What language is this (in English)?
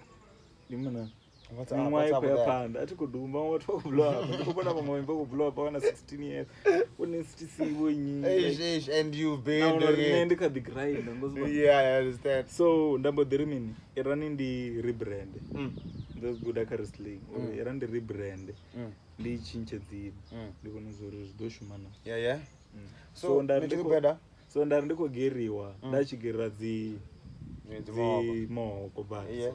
Venda